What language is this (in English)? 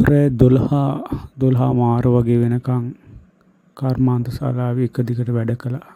Sinhala